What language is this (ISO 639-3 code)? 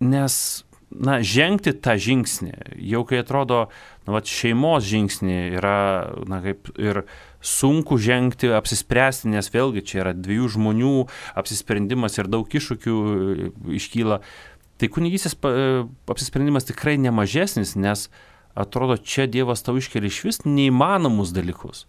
lit